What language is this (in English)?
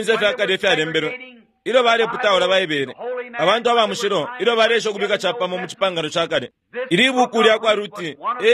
Bemba